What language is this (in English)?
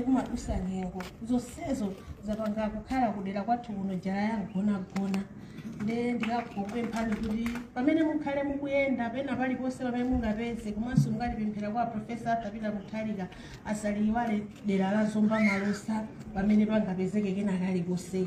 Nyanja